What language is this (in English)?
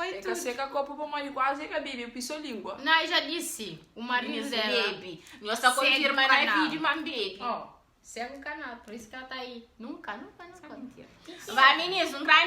Kabuverdianu